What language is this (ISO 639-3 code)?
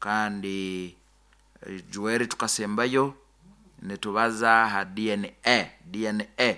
nyo